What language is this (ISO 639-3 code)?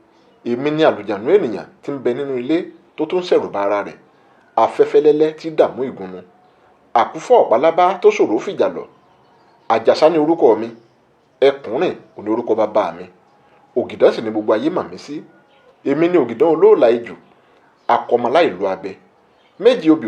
yor